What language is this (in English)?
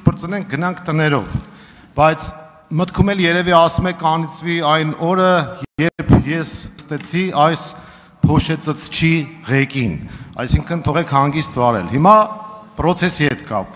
Armenian